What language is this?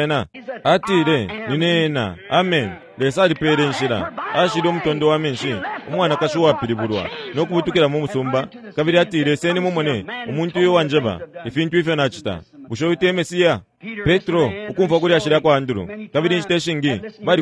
Bemba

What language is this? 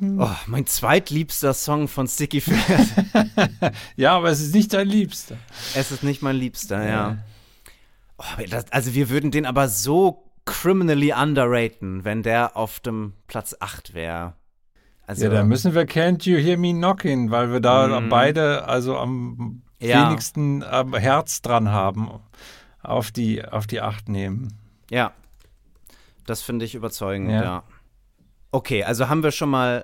German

